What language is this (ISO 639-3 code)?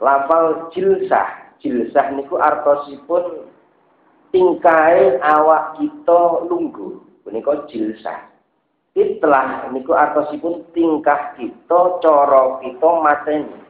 jav